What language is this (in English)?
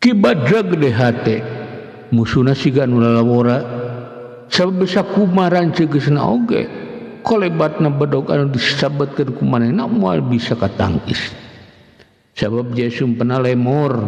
Sundanese